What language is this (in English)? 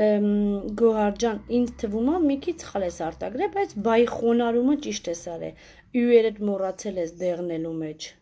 Armenian